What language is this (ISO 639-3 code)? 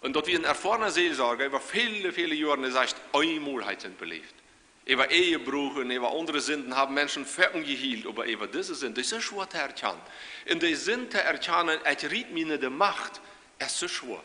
pdt